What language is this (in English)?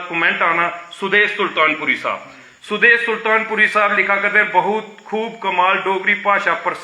Dogri